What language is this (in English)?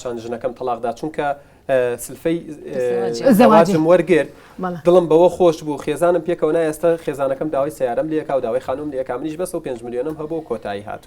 Central Kurdish